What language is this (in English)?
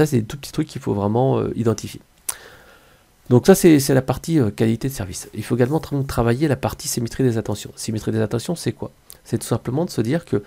French